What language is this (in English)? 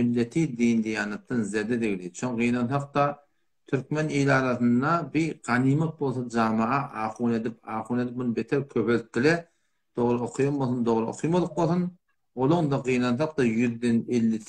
Turkmen